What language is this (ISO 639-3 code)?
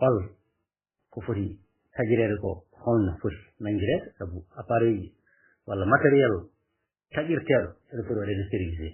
ful